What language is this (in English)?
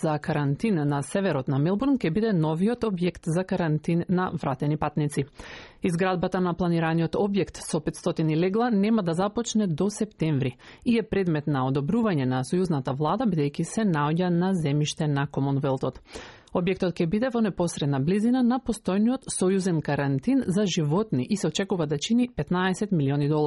Macedonian